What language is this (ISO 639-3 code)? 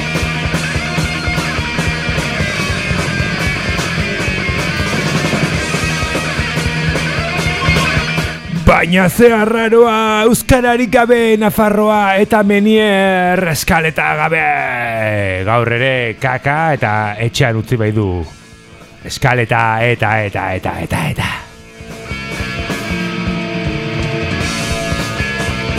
eus